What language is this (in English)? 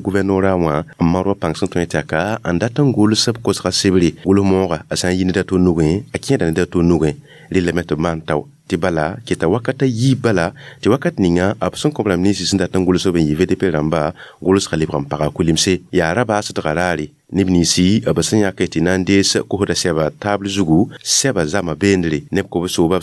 Mossi